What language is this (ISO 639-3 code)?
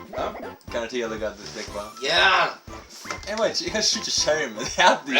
fao